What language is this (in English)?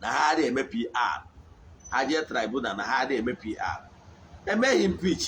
Igbo